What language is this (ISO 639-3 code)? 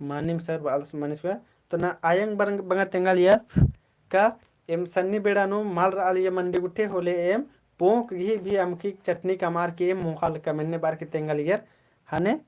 kru